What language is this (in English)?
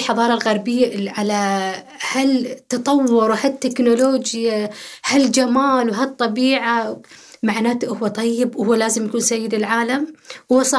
Gulf Arabic